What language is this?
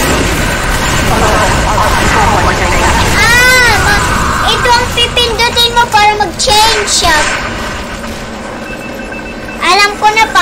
Filipino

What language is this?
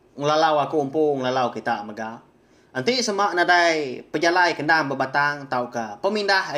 Iban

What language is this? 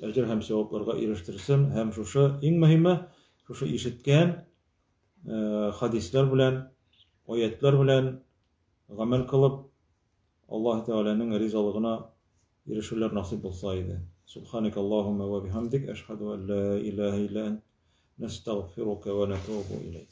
Tatar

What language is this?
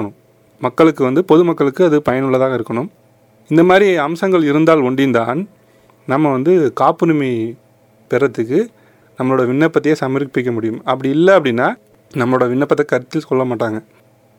Tamil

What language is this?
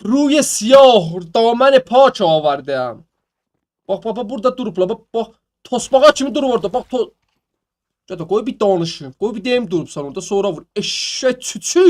South Azerbaijani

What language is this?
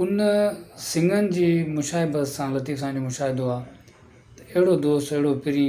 Sindhi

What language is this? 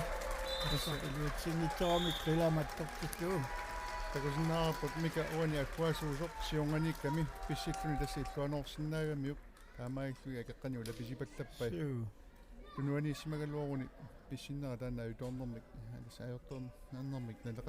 Kalaallisut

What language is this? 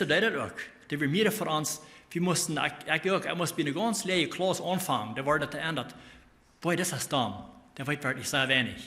Plautdietsch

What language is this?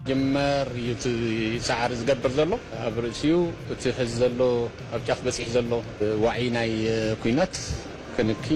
Tigrinya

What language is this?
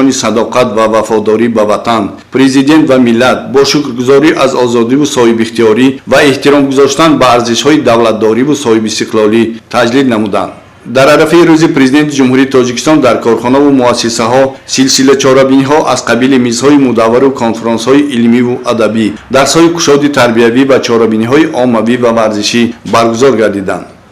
Tajik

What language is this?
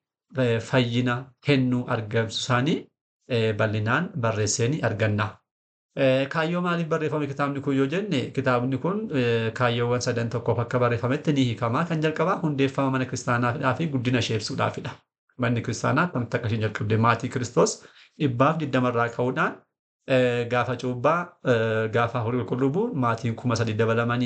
Oromo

